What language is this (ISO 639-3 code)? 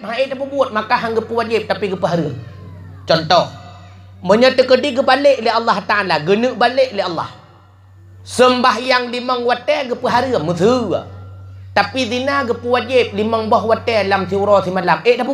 ace